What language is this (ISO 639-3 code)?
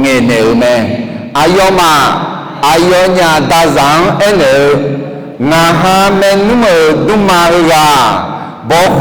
ahk